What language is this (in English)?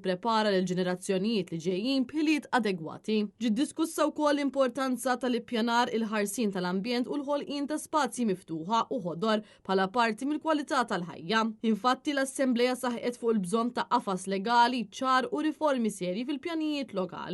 Maltese